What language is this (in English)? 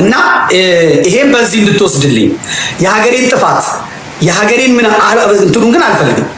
Amharic